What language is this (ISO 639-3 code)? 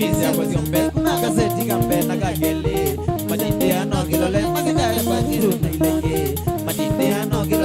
kam